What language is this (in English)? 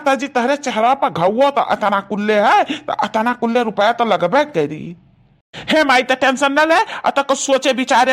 Awadhi